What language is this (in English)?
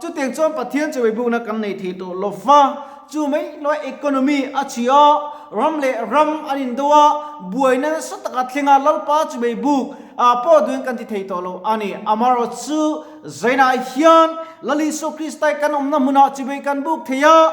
Mizo